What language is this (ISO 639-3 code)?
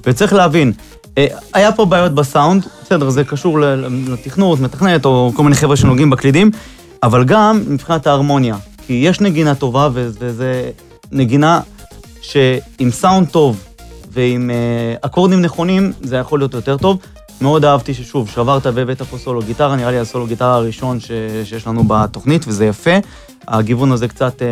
heb